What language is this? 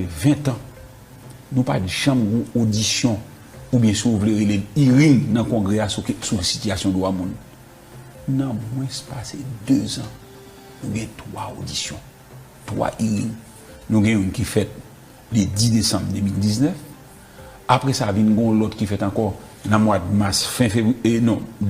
Haitian Creole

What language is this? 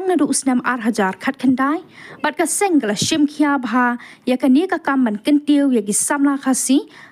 Khasi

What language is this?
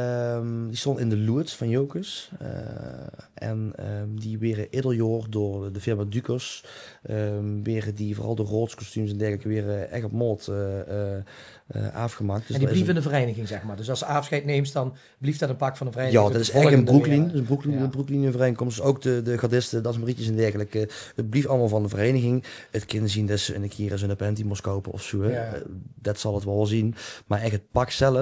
Limburgish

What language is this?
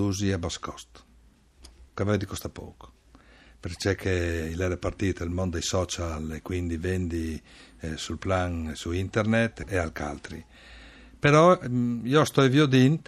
Friulian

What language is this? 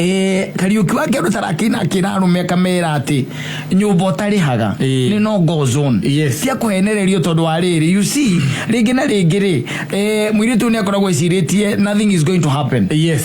Kikuyu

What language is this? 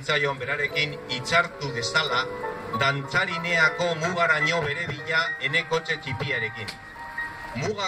Basque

